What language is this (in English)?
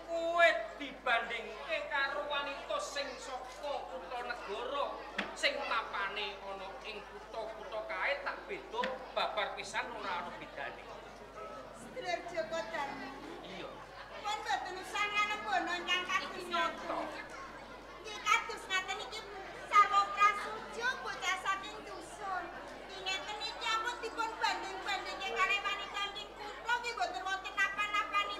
Javanese